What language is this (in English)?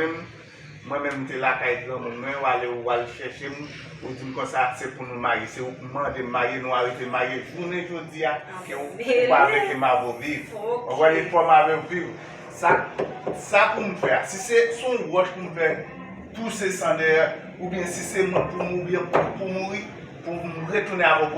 Haitian Creole